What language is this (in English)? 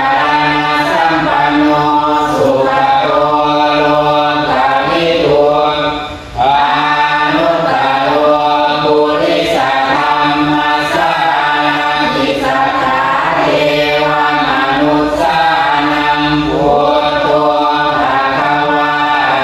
Pali